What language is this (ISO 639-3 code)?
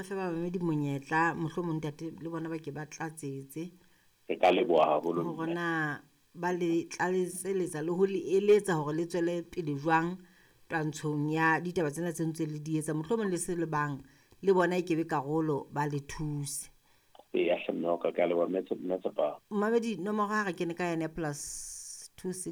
sot